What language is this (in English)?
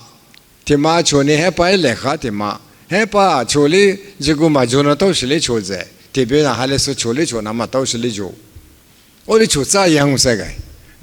Lisu